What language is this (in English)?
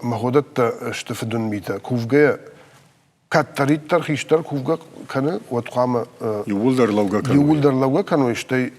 Ossetic